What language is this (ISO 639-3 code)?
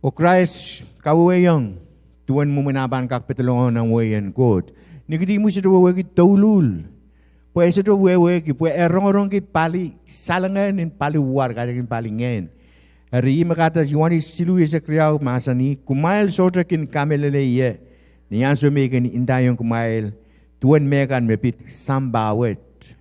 pon